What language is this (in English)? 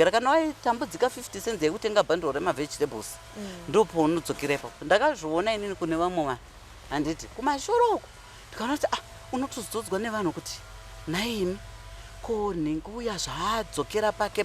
Shona